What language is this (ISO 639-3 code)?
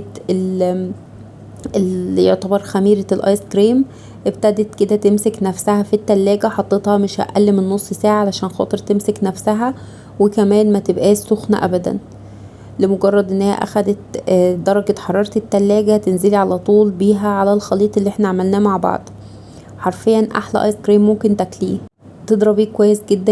arz